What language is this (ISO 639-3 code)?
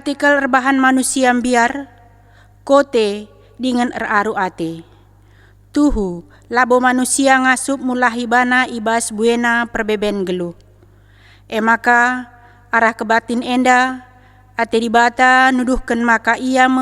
btx